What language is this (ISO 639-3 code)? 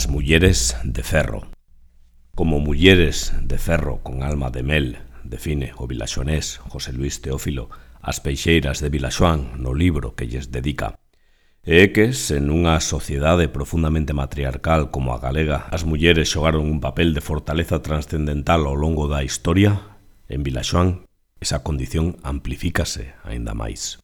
glg